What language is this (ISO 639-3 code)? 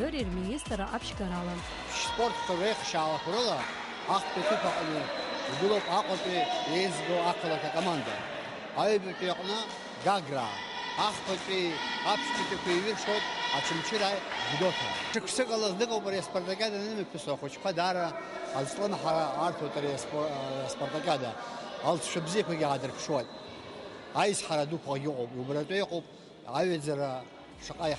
abk